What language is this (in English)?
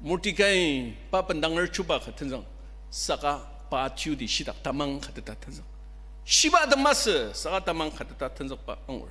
Ao Naga